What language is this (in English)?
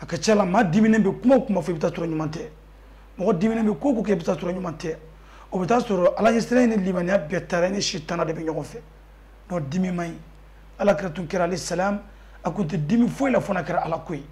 Bambara